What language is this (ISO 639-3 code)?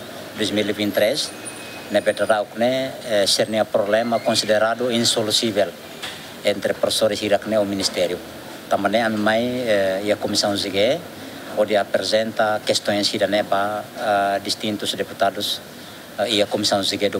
tet